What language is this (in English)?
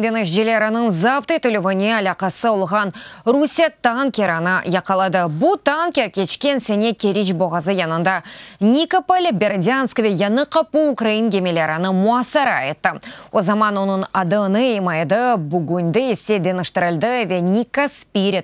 Crimean Tatar